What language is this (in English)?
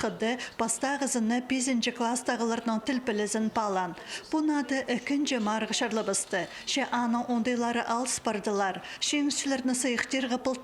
Khakas